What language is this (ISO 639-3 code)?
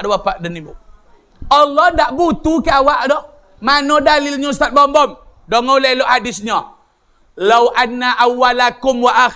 min